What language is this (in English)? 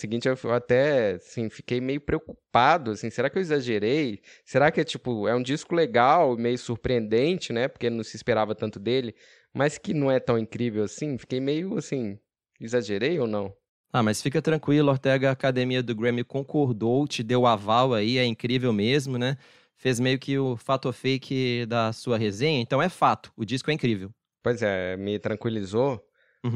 Portuguese